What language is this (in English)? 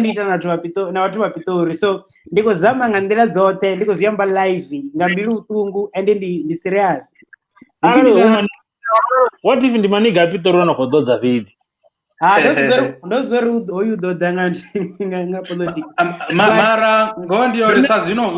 Venda